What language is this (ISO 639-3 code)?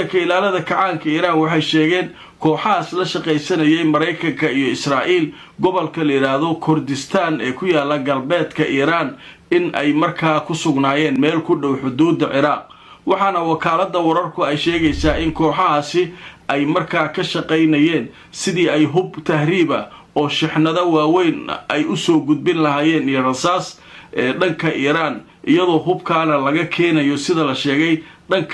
som